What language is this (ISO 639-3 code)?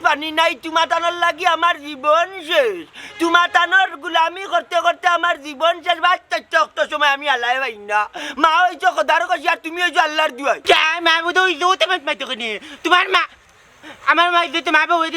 syl